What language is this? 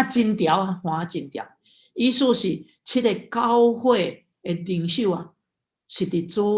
Min Nan Chinese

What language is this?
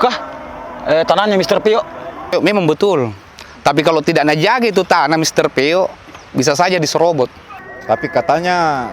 Makassar Malay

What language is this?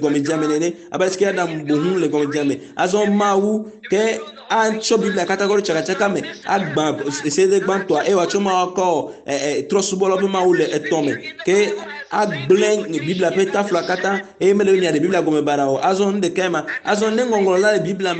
Ewe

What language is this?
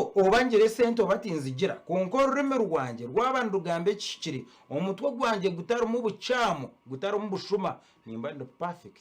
Nyankole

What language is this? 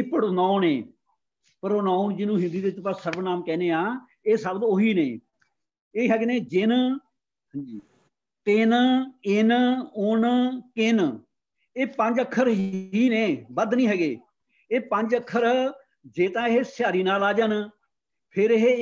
Punjabi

